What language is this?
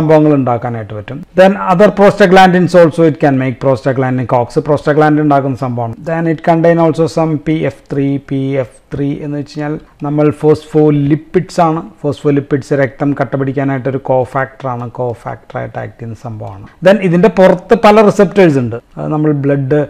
Malayalam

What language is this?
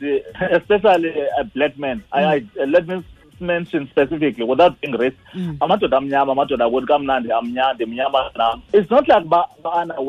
Xhosa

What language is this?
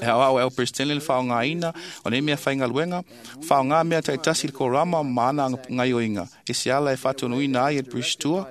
Samoan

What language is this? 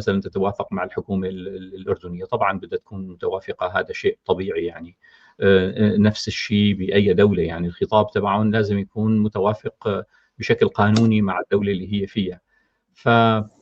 North Levantine Arabic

